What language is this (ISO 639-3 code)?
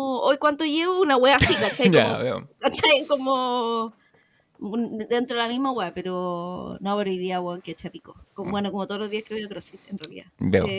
spa